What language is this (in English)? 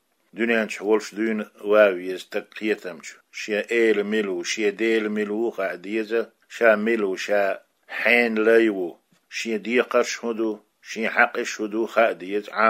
Chechen